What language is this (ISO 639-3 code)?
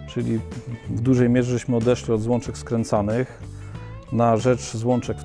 pol